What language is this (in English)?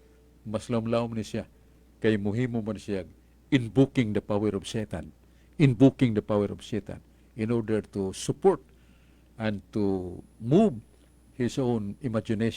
Cebuano